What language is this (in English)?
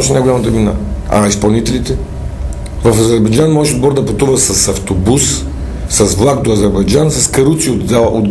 Bulgarian